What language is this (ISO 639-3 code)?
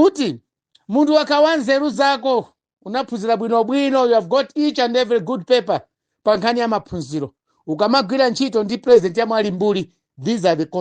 nya